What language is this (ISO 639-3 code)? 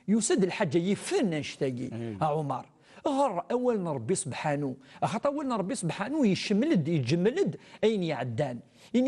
kab